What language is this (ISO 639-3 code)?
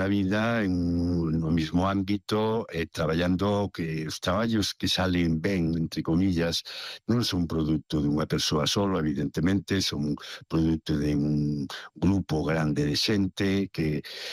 glg